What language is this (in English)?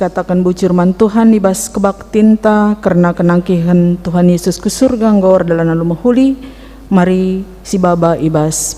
Batak Karo